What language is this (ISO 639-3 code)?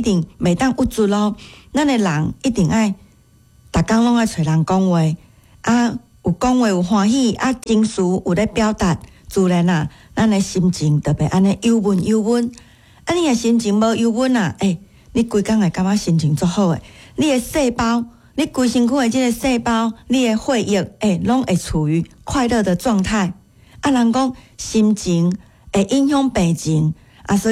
nan